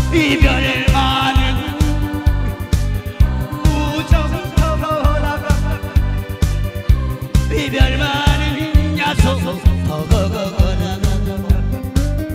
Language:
Korean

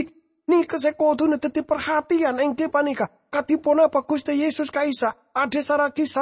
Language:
Madurese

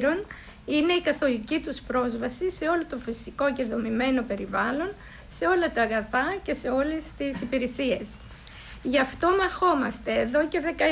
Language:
Greek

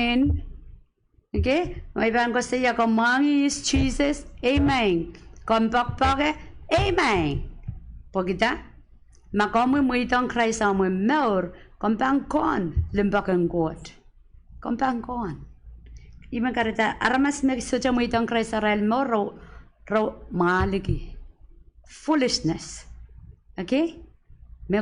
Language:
Pohnpeian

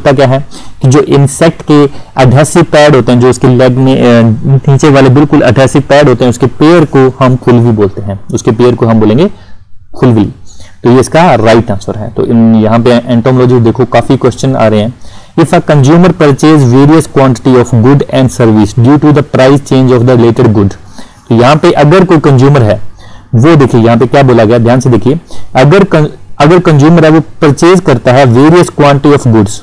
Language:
Hindi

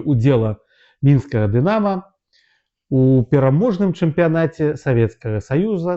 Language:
Belarusian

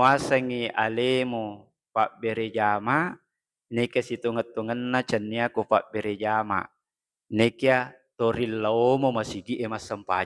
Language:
Buginese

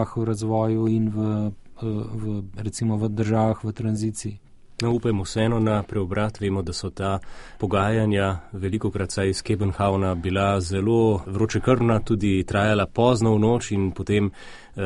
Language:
Slovenian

